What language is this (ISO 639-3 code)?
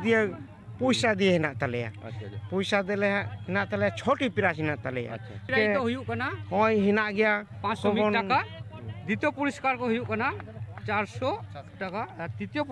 sat